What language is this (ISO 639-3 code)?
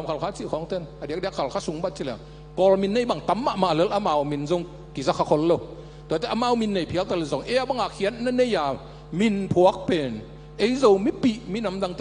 ctd